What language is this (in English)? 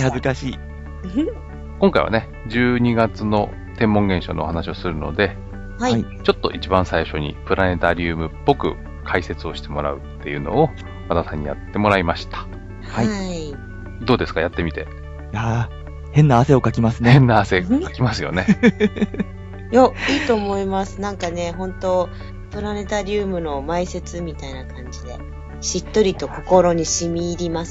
Japanese